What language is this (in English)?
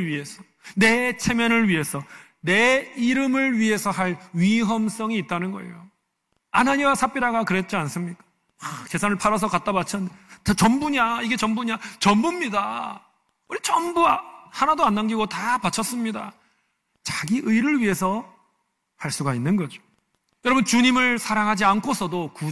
Korean